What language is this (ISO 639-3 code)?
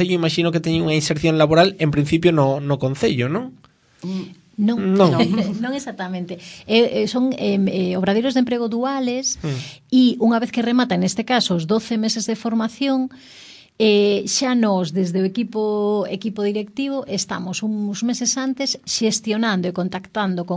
glg